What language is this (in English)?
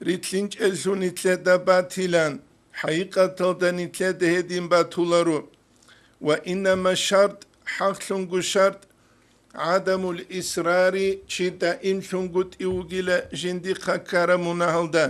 Avaric